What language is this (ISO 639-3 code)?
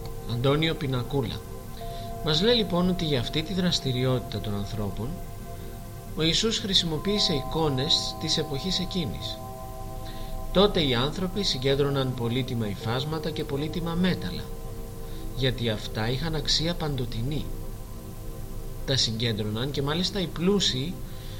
ell